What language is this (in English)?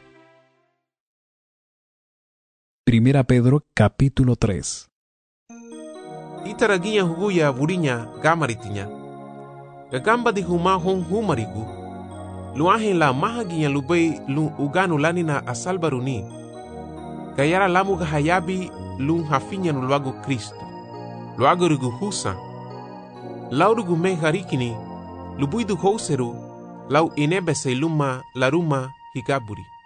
Garifuna